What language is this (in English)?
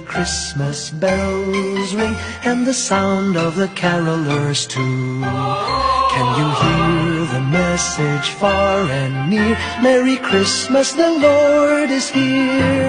English